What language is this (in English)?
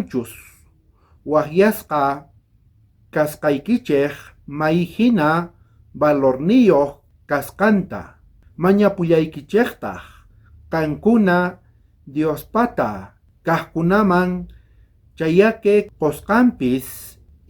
South Bolivian Quechua